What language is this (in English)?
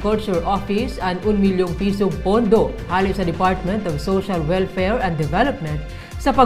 Bikol